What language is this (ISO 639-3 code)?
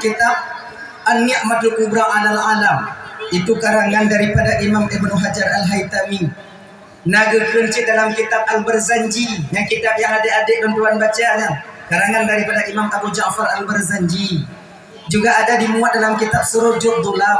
ace